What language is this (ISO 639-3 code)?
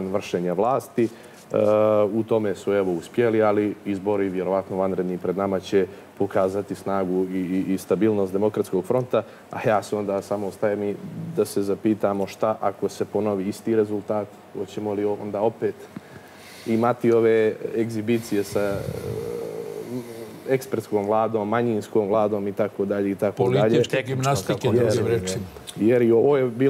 srp